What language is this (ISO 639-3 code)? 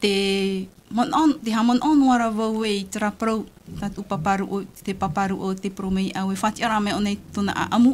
tah